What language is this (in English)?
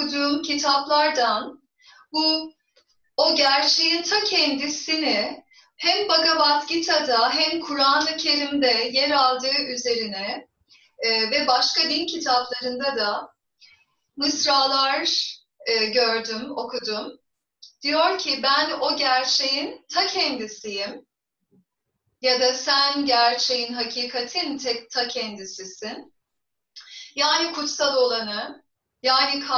Turkish